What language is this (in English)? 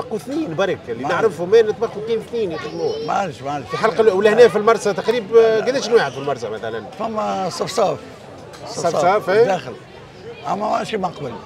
Tunisian Arabic